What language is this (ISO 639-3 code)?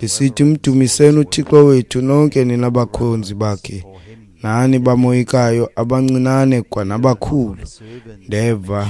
xho